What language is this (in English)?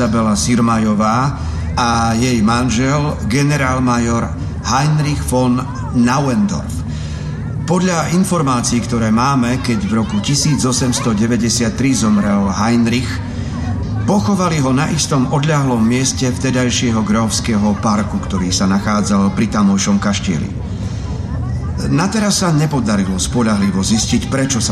Slovak